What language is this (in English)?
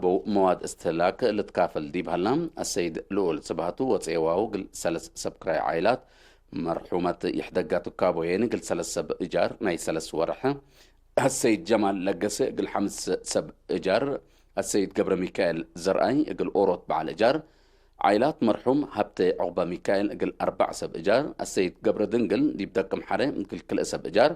Tigre